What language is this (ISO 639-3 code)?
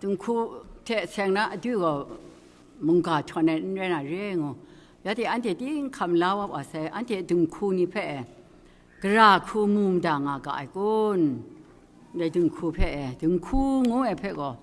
kac